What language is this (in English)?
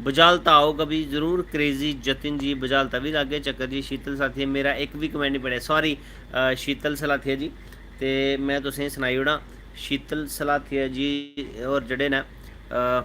Dogri